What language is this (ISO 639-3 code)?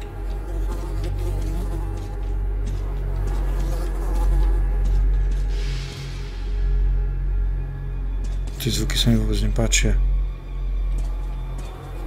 slk